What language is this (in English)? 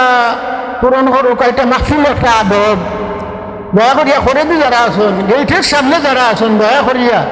Sylheti